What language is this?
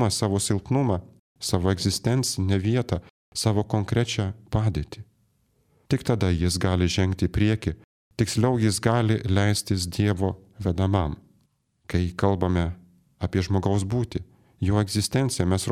Lithuanian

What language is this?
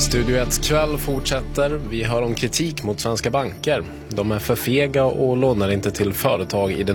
Swedish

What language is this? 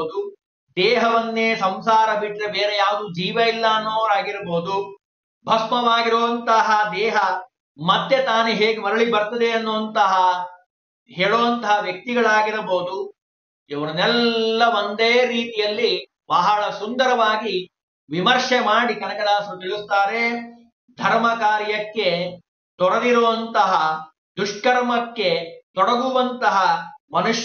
Kannada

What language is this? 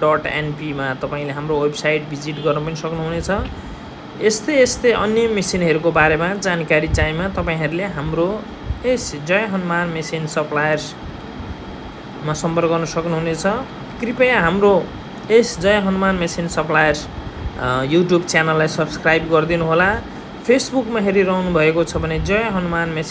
Nepali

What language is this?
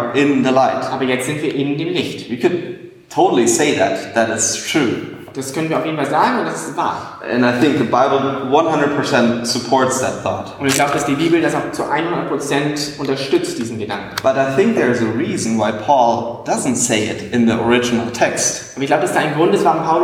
German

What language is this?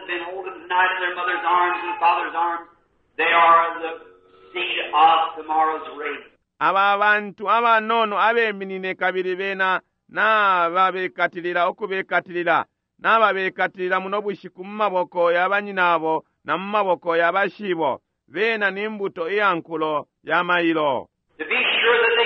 Bemba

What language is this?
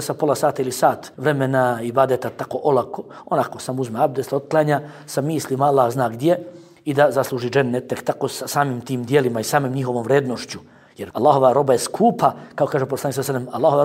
Bosnian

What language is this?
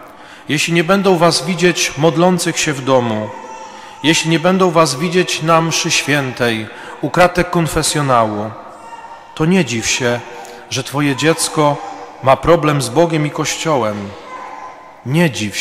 Polish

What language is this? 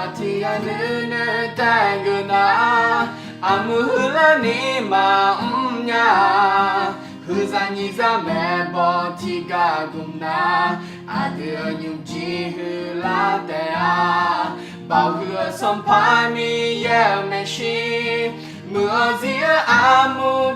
Akha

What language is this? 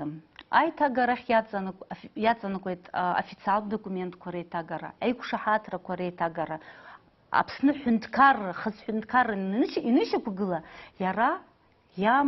Abkhazian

